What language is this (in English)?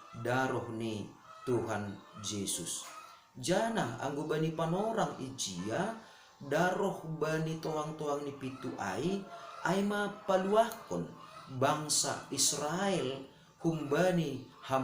Batak Simalungun